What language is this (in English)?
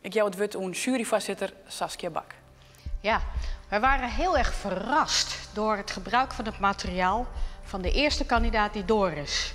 Western Frisian